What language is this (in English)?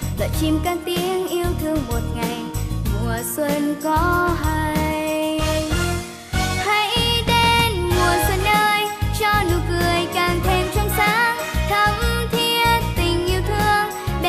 Vietnamese